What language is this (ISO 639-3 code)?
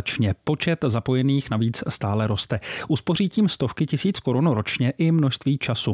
ces